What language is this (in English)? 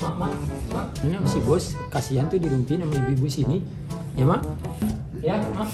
Betawi